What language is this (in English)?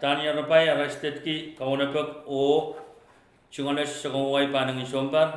Pohnpeian